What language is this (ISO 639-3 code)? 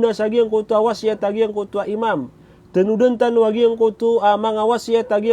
mrw